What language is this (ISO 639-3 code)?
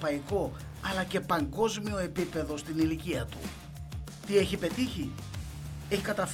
ell